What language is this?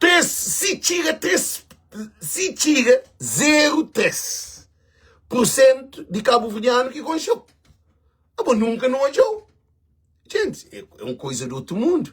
Kabuverdianu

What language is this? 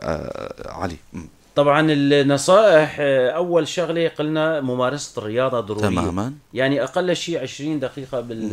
North Levantine Arabic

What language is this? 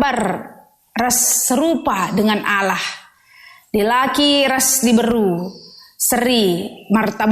Batak Karo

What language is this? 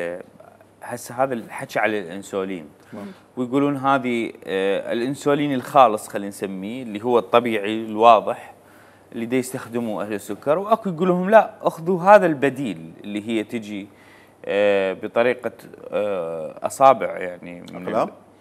Mesopotamian Arabic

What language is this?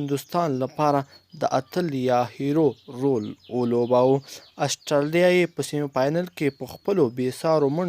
Pashto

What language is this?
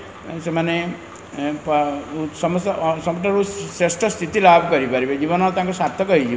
Odia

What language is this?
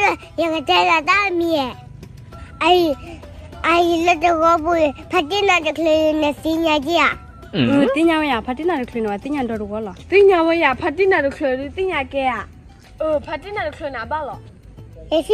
S'gaw Karen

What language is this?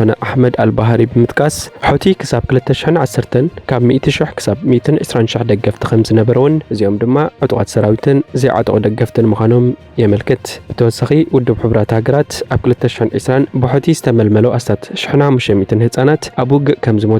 Tigrinya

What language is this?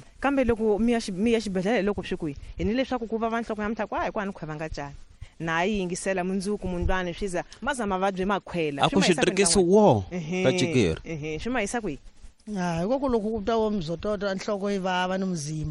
Tsonga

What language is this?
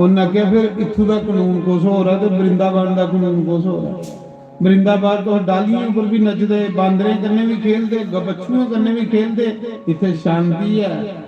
Dogri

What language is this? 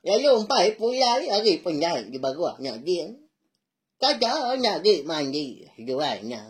Iban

